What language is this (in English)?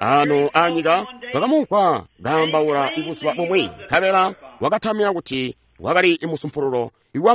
Tonga (Zambia)